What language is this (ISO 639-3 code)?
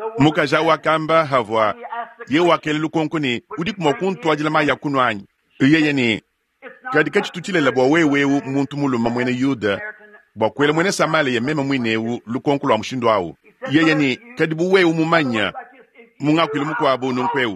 lua